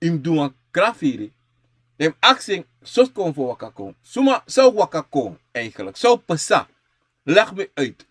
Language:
Sranan Tongo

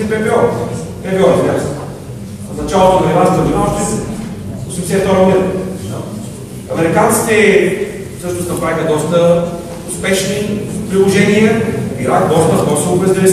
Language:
Bulgarian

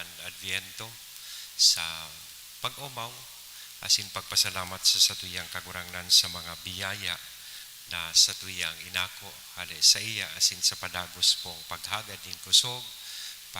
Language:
Bikol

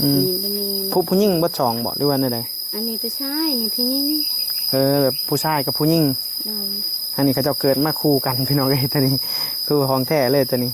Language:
Northeastern Thai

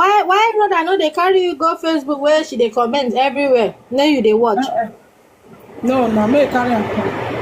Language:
Nigerian Pidgin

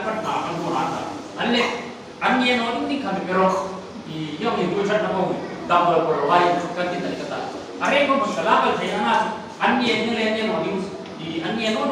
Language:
Hmar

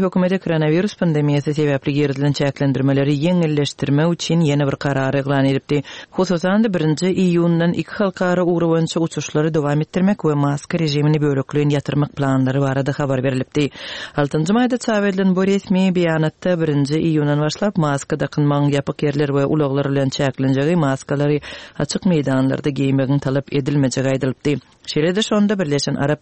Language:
Turkmen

